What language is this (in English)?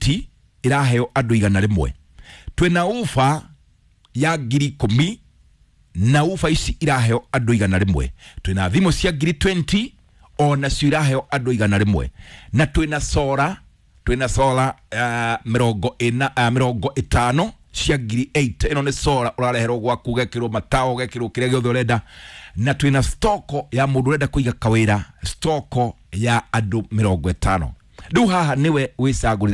Kikuyu